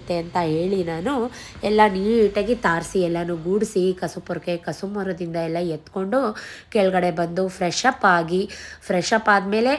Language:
Kannada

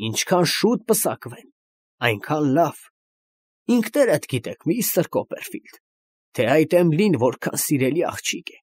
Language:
Armenian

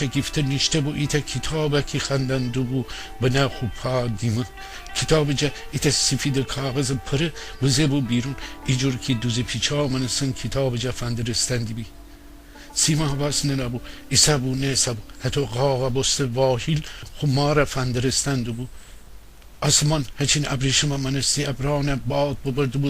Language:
Gilaki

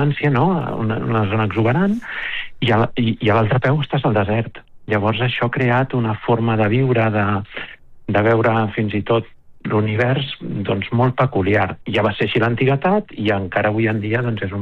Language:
Catalan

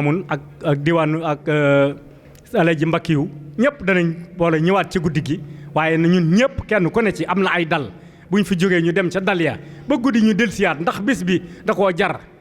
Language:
Wolof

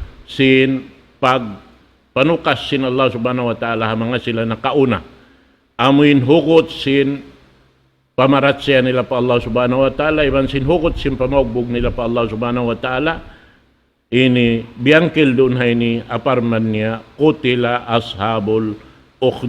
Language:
Tausug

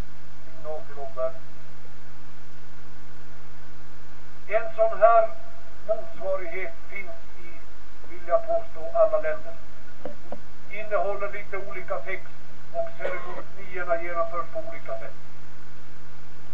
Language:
Swedish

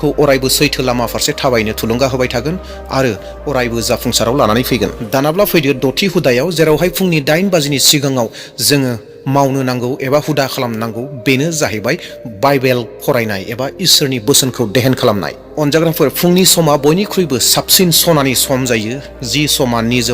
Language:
Bodo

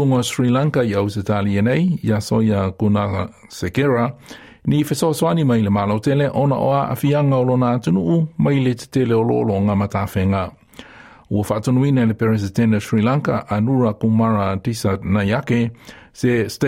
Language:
Samoan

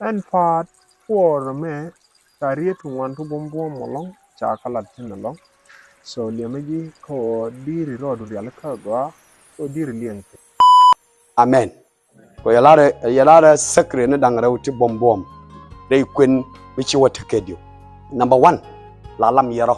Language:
Nuer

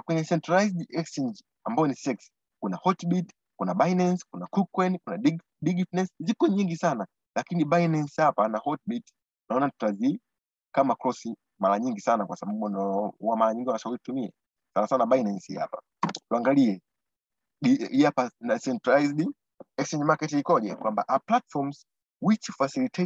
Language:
Swahili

